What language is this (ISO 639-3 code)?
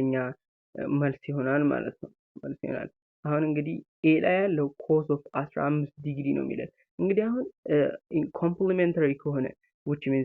amh